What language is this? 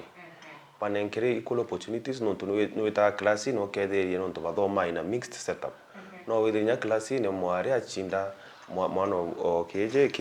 Meru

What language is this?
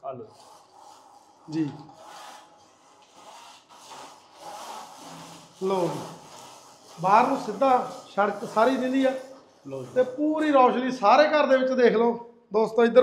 Punjabi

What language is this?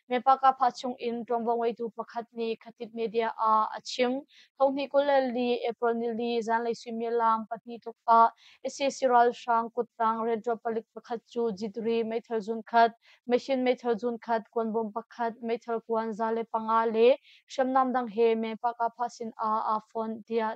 Hakha Chin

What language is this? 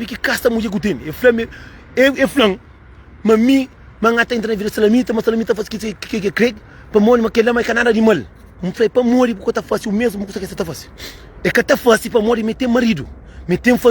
Kabuverdianu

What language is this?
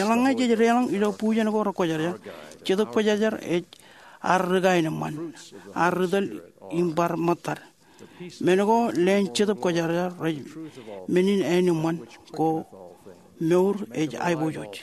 Marshallese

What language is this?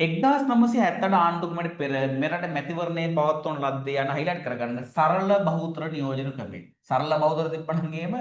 Sinhala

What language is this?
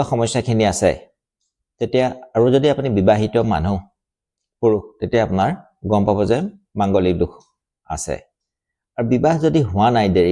Assamese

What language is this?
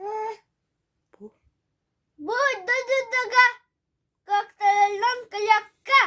Yakut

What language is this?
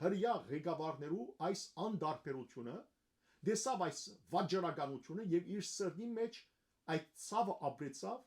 Western Armenian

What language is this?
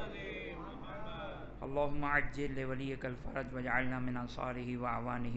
Urdu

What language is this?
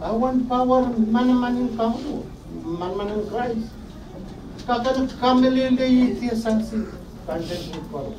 Pohnpeian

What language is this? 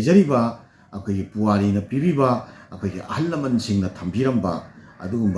Manipuri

